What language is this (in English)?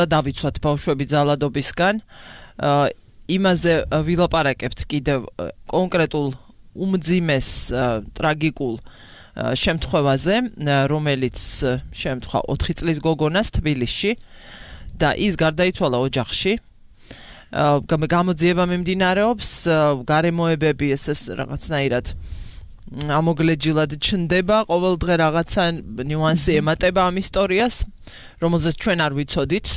Georgian